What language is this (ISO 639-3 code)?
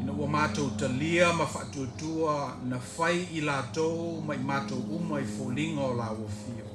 smo